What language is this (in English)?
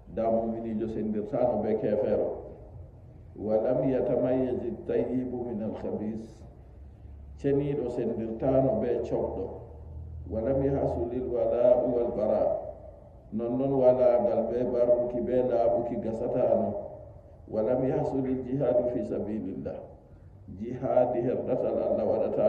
Nigerian Fulfulde